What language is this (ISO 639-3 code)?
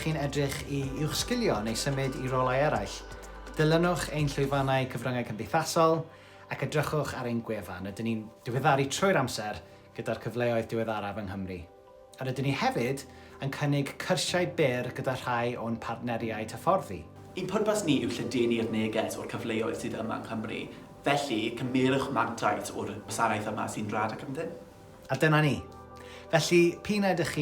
cym